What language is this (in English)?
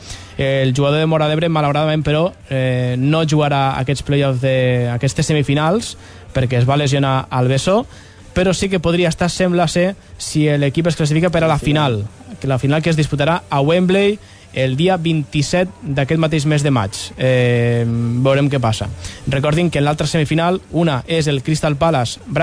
Catalan